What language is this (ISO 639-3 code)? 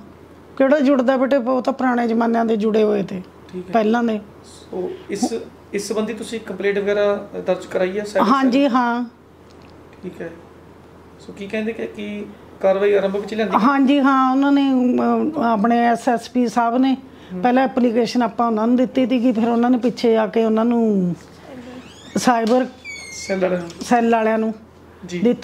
pan